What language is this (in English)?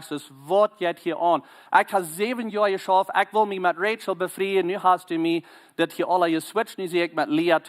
Plautdietsch